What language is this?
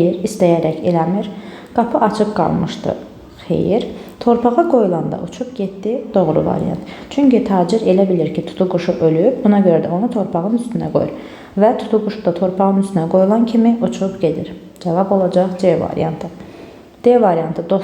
Azerbaijani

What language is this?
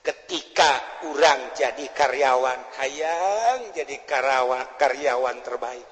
Sundanese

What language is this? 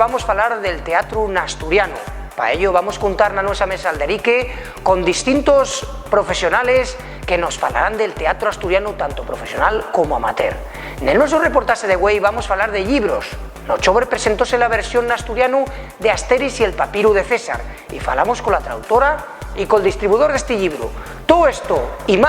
Asturian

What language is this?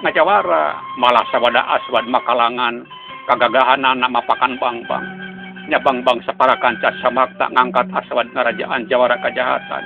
Sundanese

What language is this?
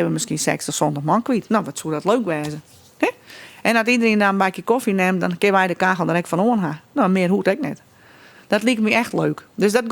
Western Frisian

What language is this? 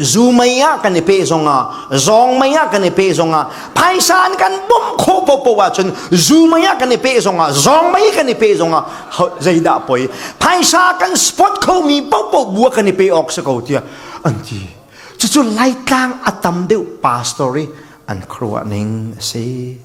Falam Chin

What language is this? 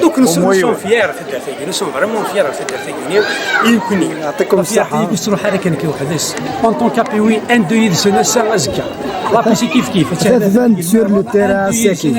Kabyle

